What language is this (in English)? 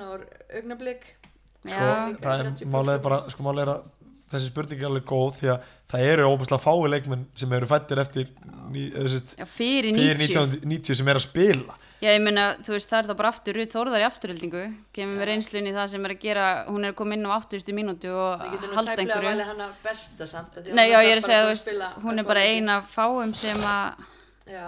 Icelandic